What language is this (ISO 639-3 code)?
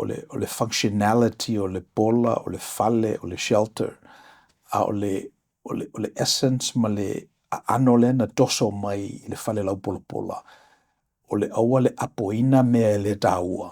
smo